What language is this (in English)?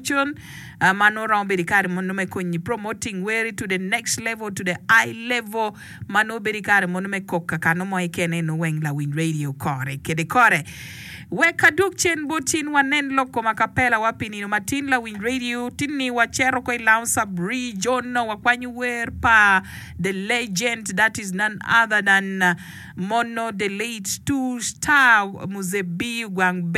Acoli